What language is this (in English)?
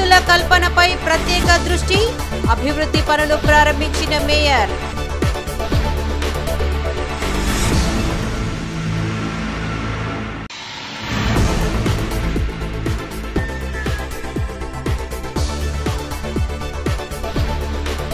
Telugu